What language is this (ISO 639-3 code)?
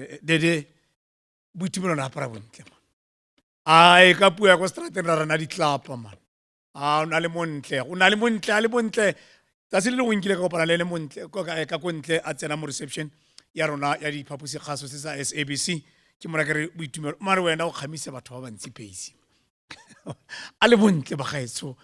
tsn